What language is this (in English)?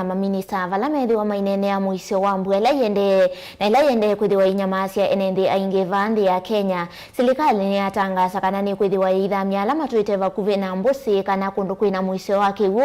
Kamba